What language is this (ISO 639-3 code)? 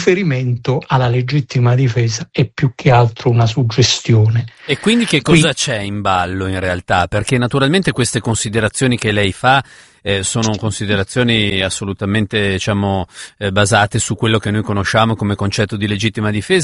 ita